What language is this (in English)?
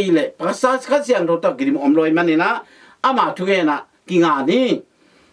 Tedim Chin